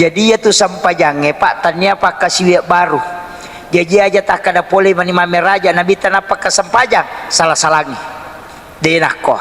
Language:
Buginese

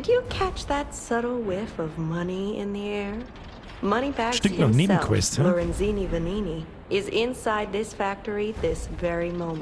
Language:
Bavarian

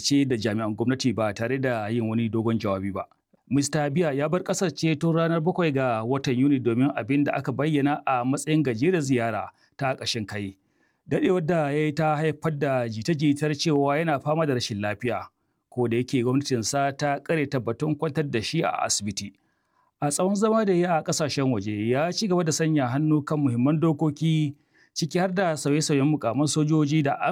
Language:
Hausa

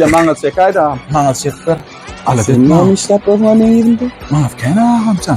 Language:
Turkmen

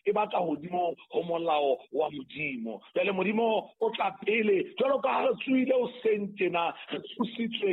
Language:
Southern Sotho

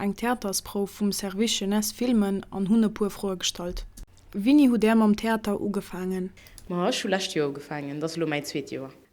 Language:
Luxembourgish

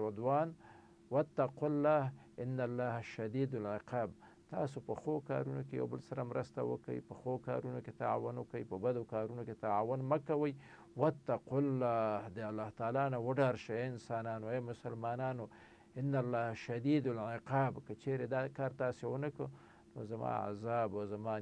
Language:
Pashto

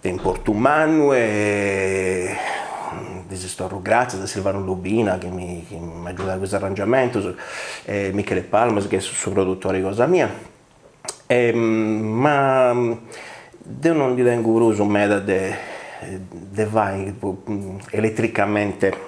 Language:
Sardinian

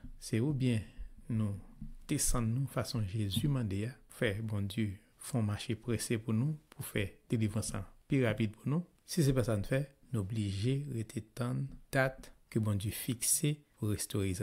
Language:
Haitian Creole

